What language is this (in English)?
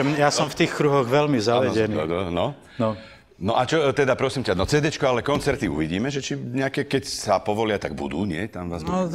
Slovak